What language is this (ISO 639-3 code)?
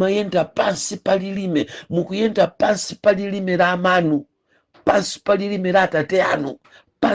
nya